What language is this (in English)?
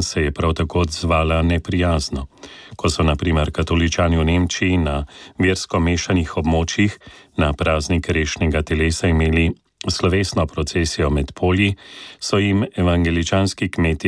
Slovenian